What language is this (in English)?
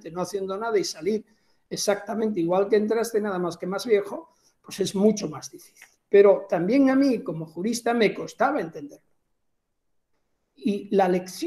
Spanish